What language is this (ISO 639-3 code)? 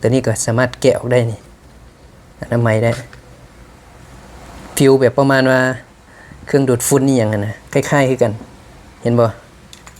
lao